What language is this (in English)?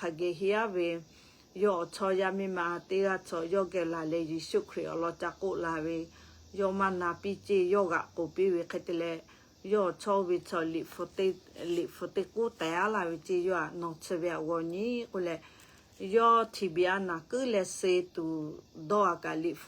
Lahu